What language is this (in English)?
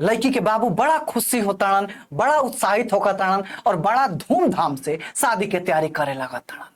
Bhojpuri